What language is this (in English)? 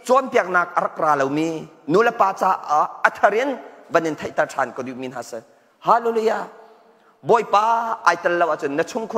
Hakha Chin